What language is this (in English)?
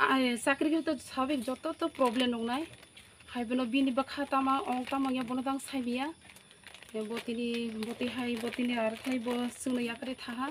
Kok Borok